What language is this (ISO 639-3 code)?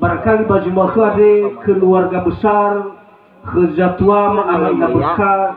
nia